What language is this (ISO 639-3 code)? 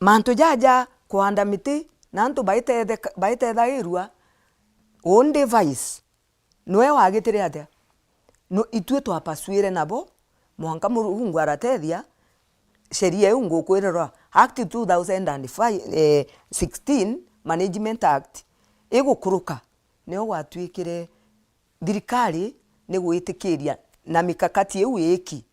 mer